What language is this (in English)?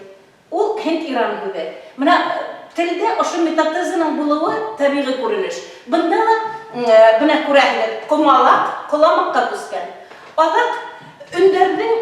Bashkir